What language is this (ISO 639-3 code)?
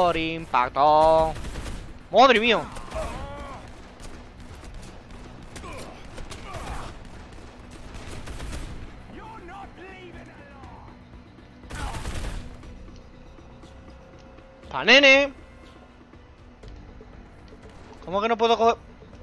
spa